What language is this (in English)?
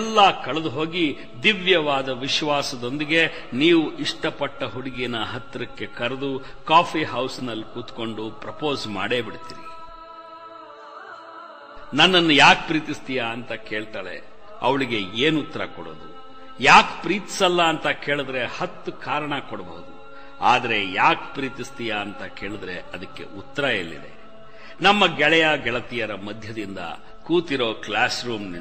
Kannada